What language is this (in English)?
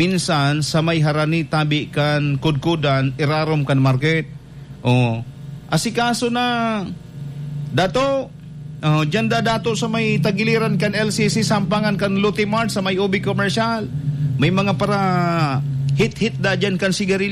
Bikol